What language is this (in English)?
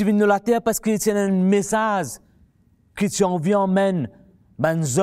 Morisyen